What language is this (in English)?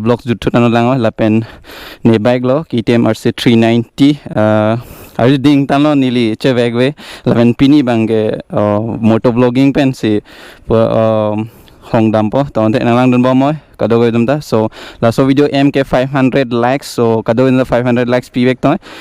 Karbi